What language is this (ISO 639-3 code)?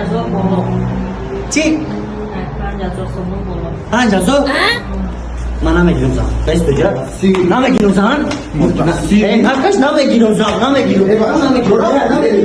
tgk